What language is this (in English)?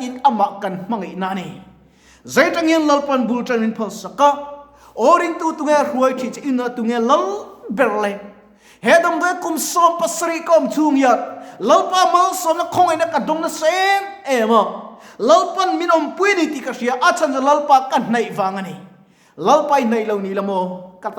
Mizo